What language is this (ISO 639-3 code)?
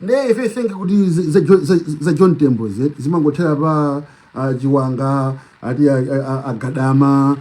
nya